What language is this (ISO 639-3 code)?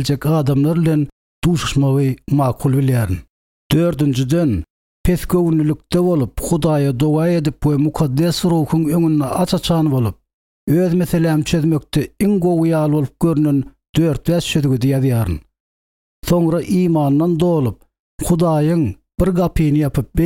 tuk